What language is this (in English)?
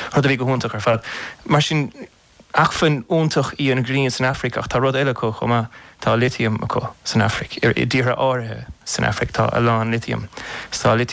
Irish